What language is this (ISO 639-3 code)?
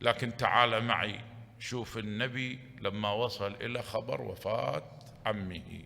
acm